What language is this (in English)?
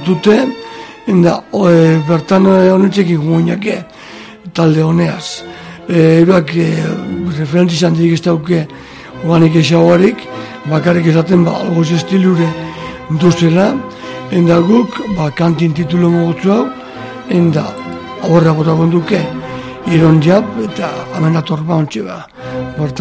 Basque